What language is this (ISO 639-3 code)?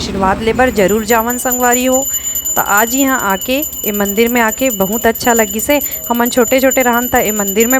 hne